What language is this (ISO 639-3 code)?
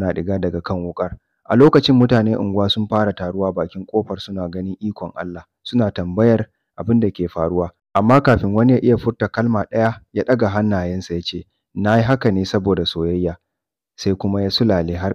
hau